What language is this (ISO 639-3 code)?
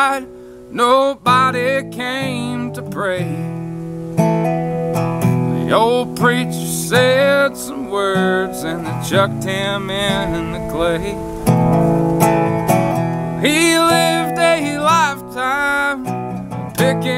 eng